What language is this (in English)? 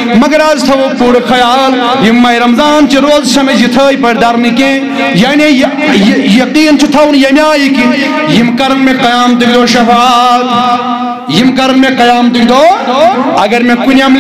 Kashmiri